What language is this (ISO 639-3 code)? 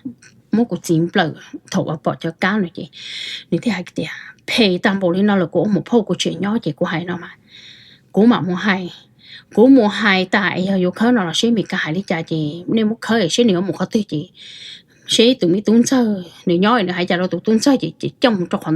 hmn